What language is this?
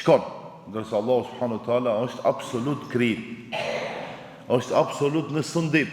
Albanian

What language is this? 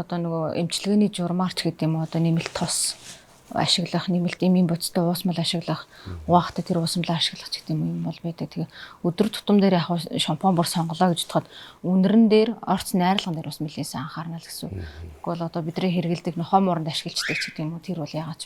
Mongolian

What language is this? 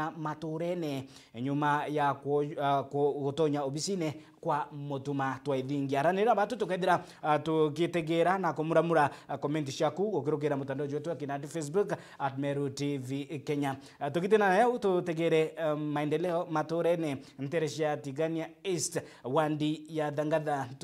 Meru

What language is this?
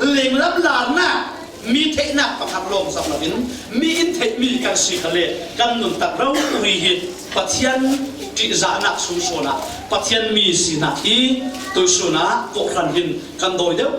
Falam Chin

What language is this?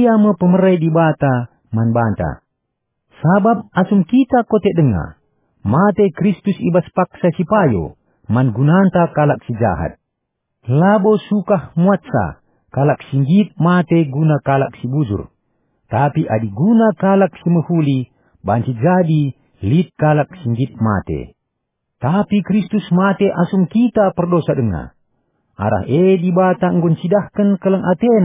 Batak Karo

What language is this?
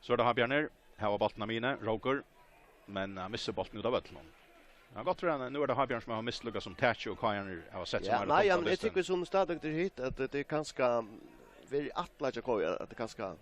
Faroese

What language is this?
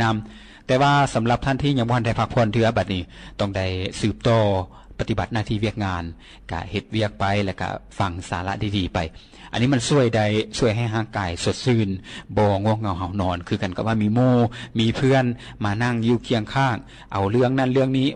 Lao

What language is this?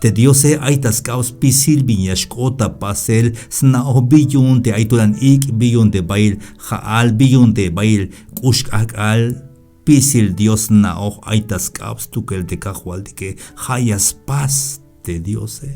Tzeltal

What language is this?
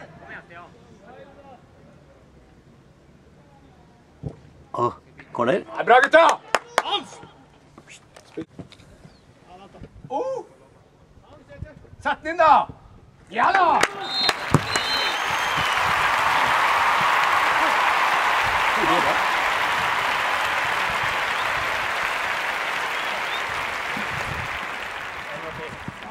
Norwegian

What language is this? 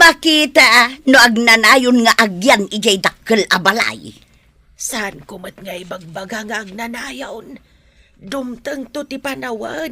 Iloko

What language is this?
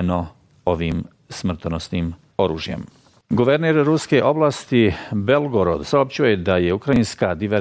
Bosnian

